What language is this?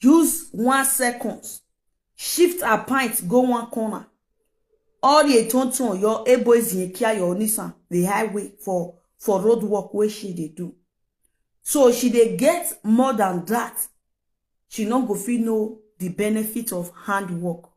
Nigerian Pidgin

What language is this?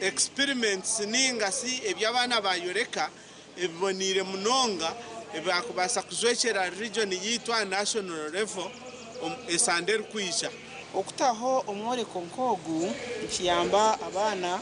Nyankole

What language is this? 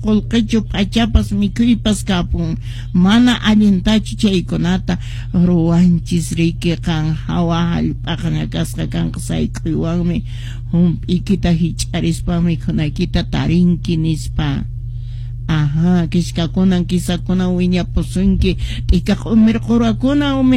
Quechua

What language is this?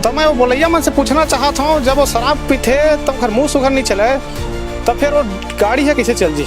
Chhattisgarhi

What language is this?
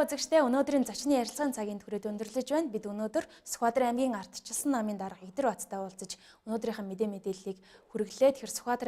Mongolian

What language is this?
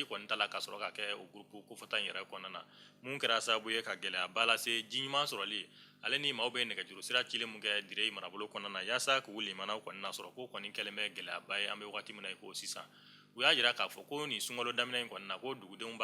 Bambara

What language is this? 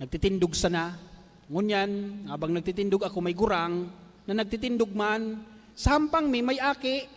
Bikol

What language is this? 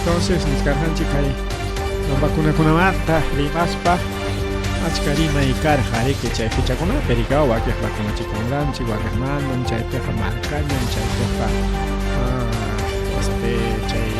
Ayacucho Quechua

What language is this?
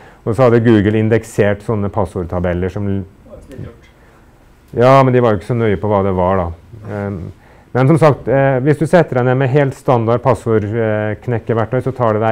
Norwegian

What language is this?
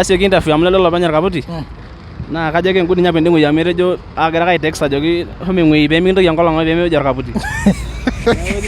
Masai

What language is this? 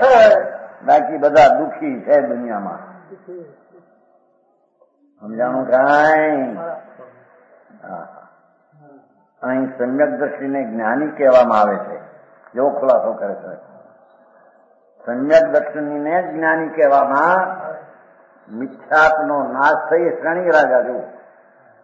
Gujarati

